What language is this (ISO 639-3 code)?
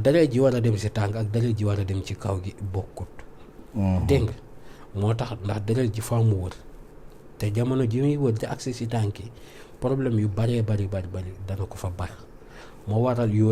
wol